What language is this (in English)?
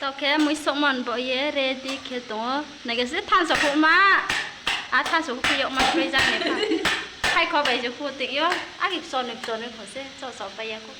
Riang (India)